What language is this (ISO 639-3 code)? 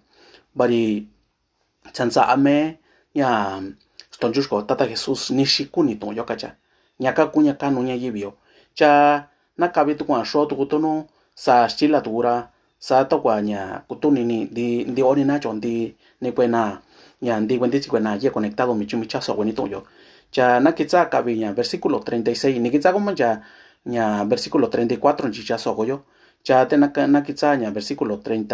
mix